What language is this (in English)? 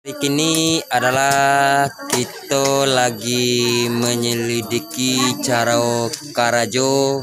Minangkabau